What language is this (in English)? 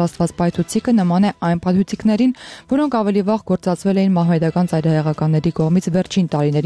Armenian